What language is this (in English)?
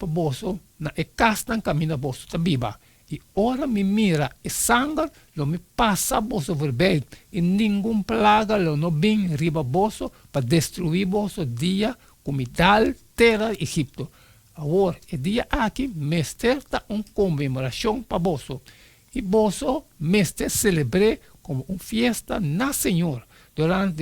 Papiamento